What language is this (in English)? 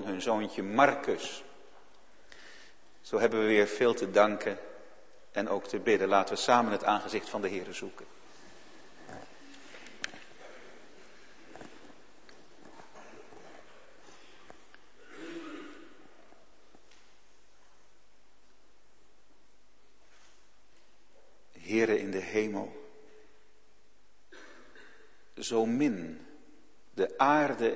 Dutch